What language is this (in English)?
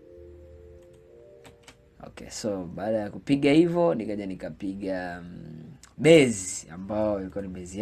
Swahili